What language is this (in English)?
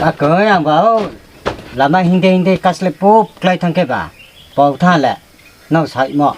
Riang (India)